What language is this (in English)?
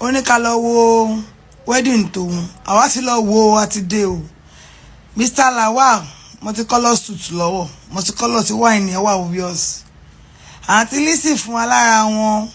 Yoruba